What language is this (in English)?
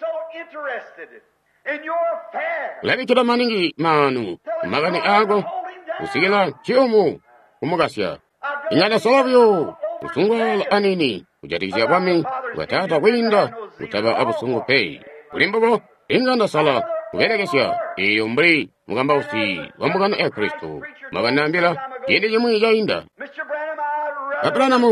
Tonga (Zambia)